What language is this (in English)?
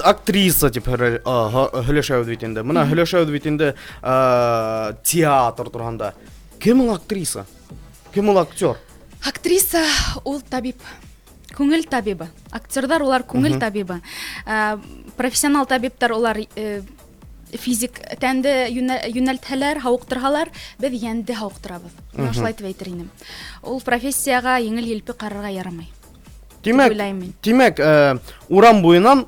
Bashkir